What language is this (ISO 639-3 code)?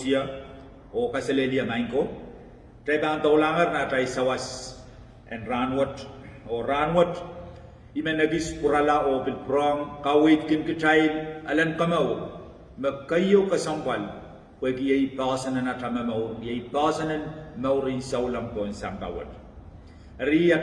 pon